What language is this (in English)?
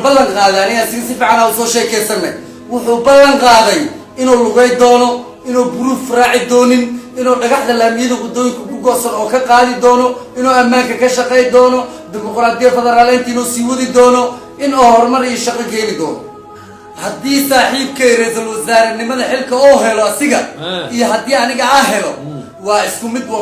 Somali